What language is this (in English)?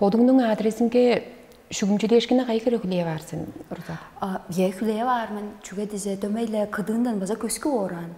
Tuvinian